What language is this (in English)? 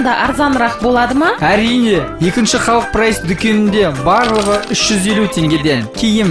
Kazakh